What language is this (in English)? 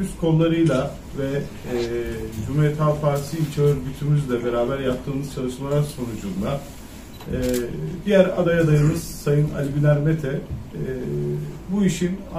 Turkish